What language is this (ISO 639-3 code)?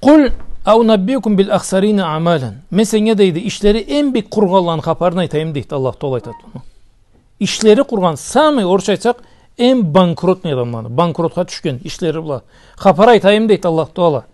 krc